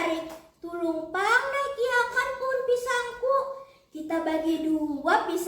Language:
Banjar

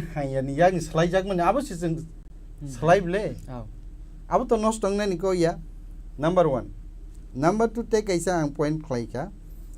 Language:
Kok Borok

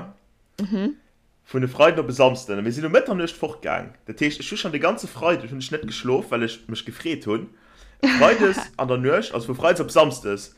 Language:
Luxembourgish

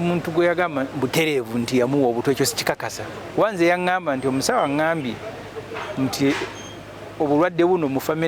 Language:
Ganda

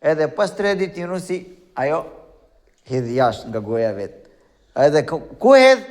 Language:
Albanian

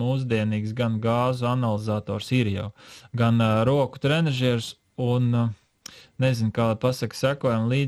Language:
Latvian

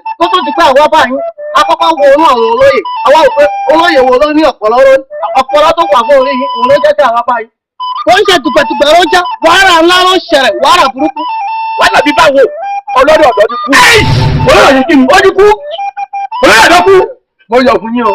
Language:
Yoruba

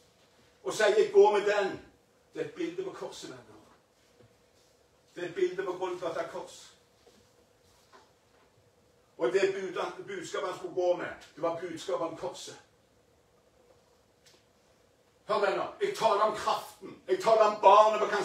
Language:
Norwegian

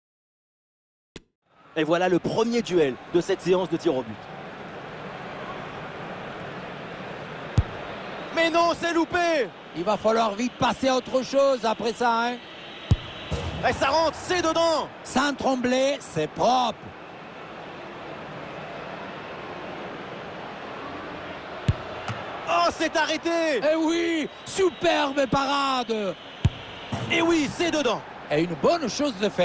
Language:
French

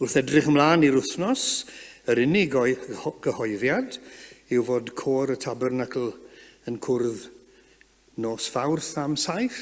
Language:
Welsh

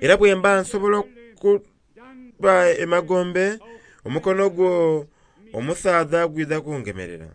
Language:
Soga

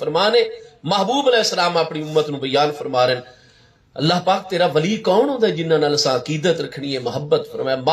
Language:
Saraiki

